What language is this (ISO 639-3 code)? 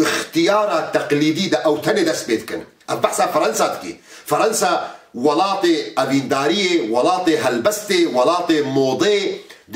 kur